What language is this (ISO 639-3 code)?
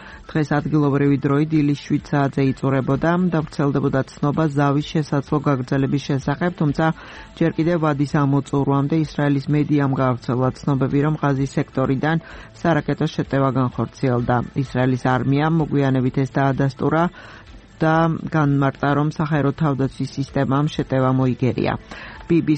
kat